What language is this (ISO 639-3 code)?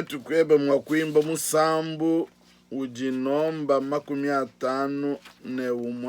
lua